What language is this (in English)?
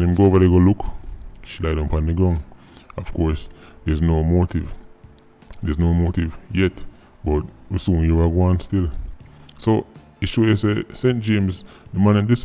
Jamaican Creole English